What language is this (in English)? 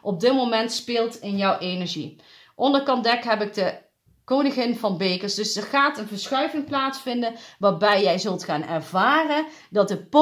Dutch